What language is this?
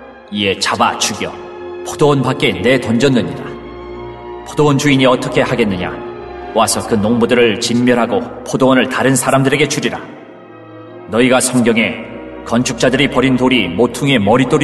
Korean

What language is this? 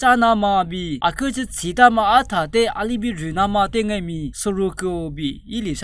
Lisu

